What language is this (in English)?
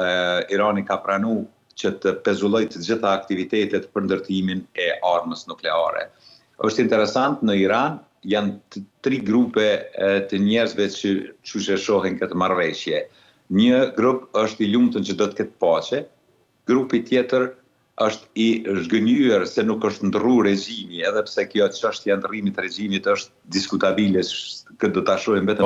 Albanian